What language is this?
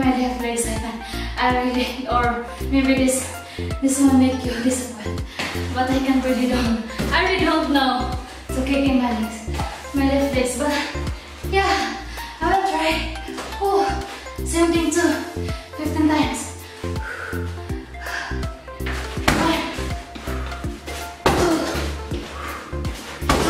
English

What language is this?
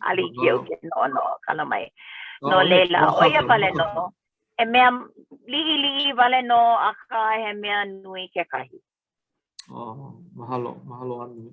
Hawaiian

